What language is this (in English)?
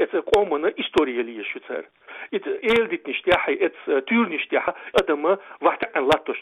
Chechen